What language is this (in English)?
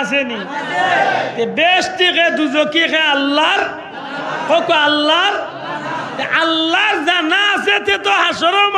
Sylheti